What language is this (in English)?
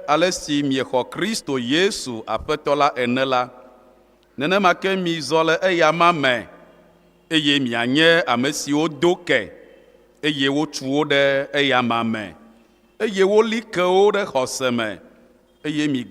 Ewe